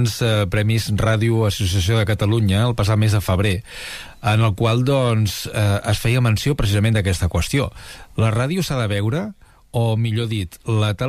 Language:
Catalan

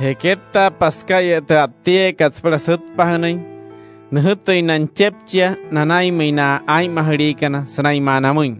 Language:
Wayuu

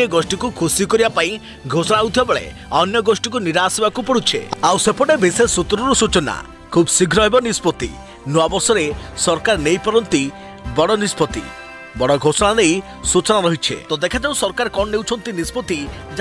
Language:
Odia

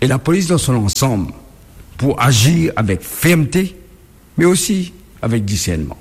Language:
Morisyen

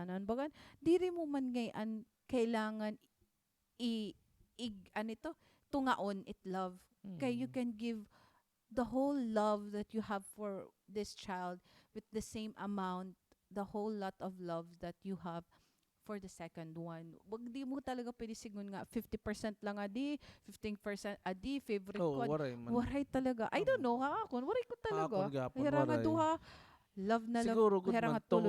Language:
Waray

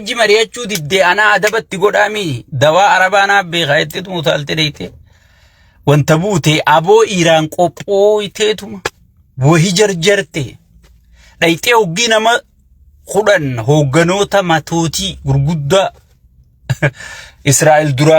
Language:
Oromo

